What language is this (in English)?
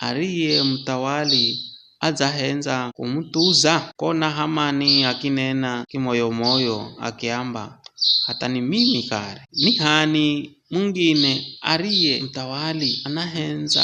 Giryama